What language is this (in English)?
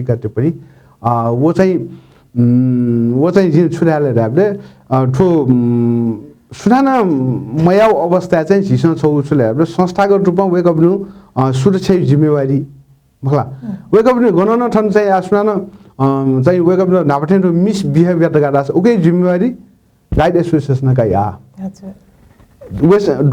Newari